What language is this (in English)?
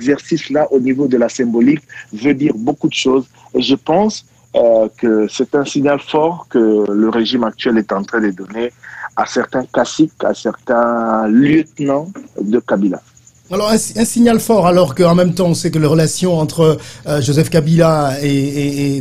French